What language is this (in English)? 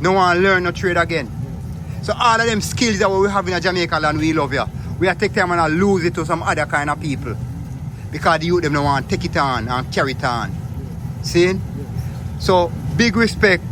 Jamaican Creole English